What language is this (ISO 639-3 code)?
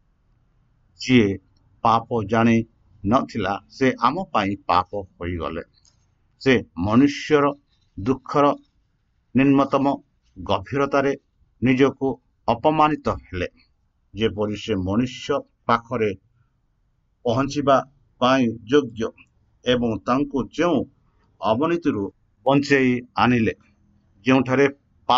ori